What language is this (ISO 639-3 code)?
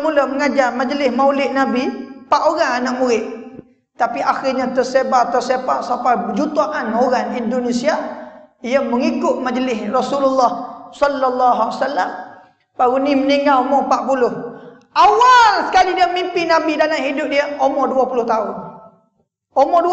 msa